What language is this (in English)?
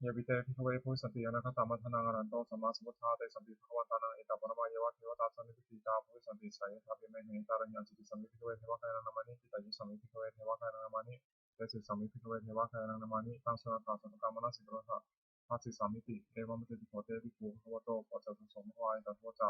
Pali